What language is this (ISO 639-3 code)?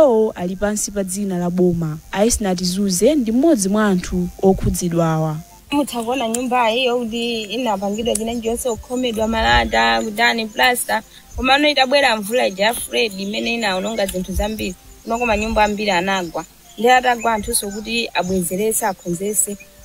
nya